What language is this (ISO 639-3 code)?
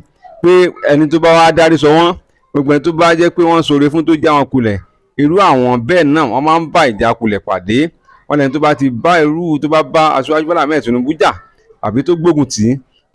yor